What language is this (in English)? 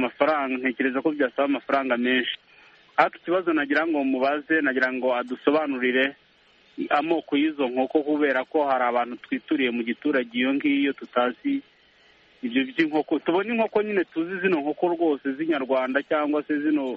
Kinyarwanda